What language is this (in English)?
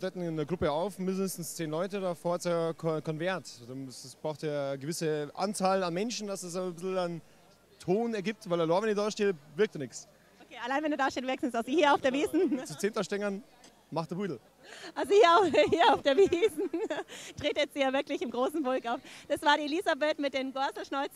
Bavarian